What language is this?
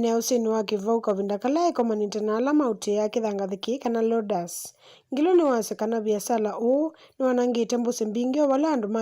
Kamba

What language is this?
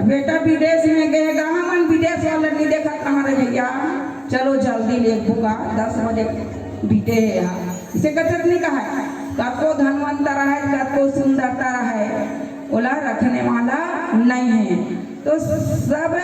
Chhattisgarhi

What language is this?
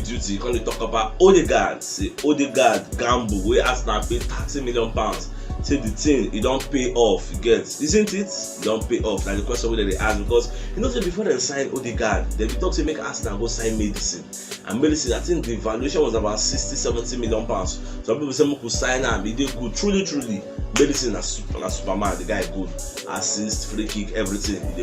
Nigerian Pidgin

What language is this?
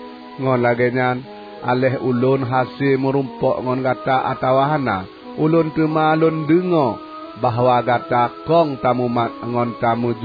Achinese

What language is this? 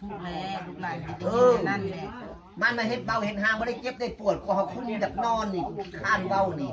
Northeastern Thai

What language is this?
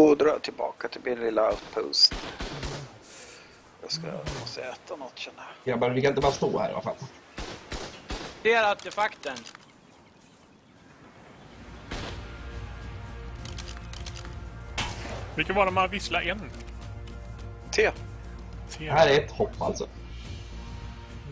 Swedish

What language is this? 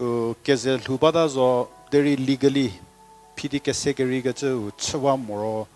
Angami Naga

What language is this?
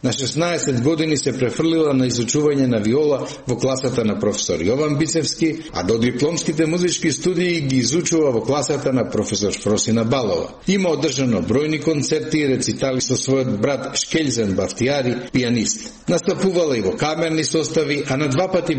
Macedonian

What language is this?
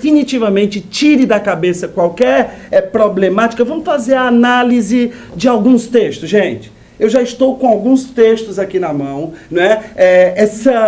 Portuguese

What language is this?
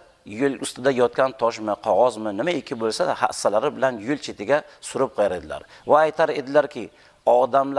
Uzbek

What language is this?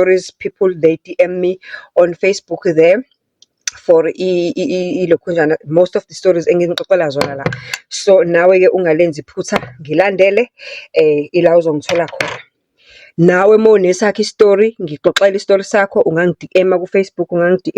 Zulu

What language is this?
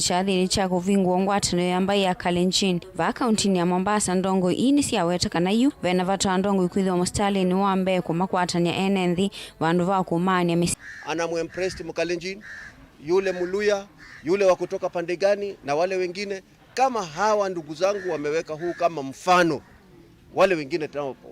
Kamba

